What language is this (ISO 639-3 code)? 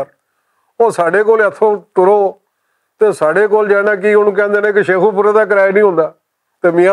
lah